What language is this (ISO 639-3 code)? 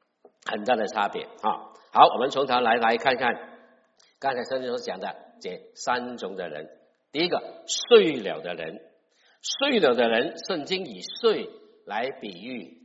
zho